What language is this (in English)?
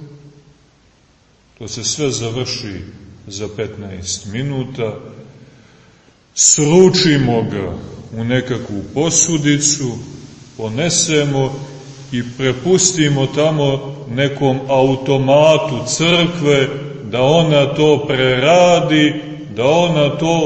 Serbian